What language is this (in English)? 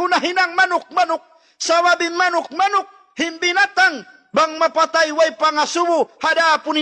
Tausug